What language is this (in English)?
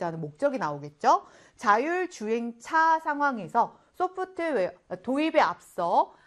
Korean